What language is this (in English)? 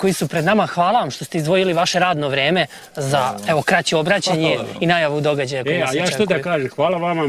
Serbian